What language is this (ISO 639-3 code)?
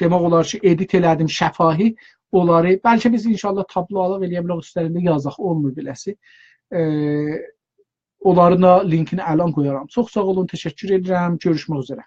azb